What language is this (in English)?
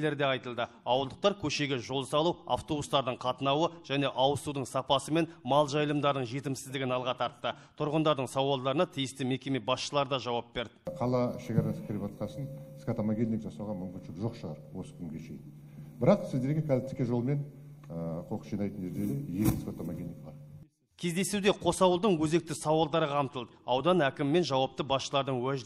Kazakh